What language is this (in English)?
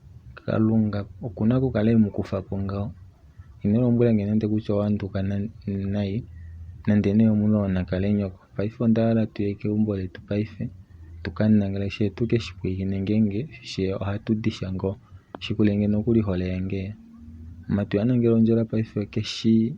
Kuanyama